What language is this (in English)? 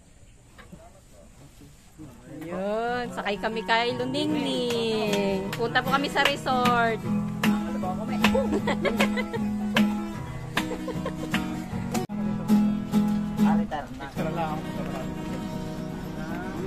Filipino